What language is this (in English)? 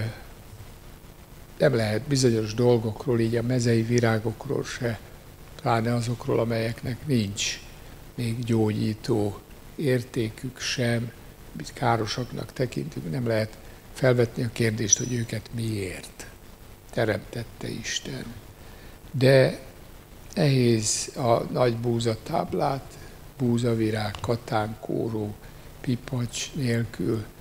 Hungarian